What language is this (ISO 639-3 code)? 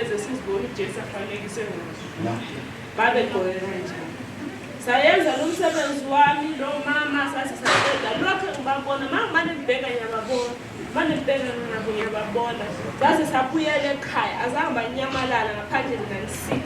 zul